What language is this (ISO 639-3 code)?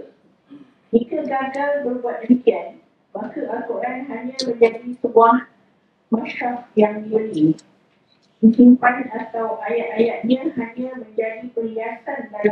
msa